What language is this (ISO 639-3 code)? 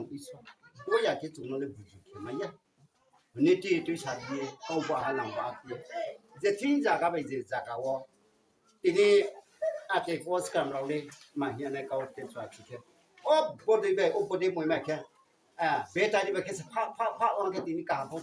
ria